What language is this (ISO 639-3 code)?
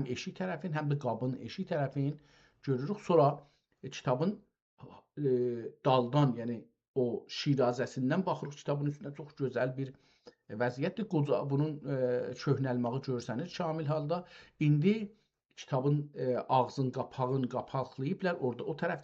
azb